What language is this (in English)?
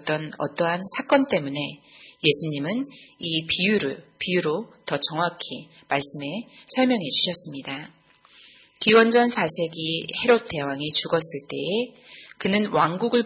Korean